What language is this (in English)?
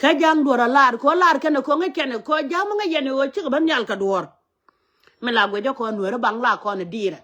Nuer